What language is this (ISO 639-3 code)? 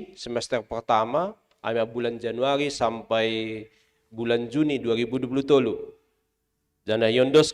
bts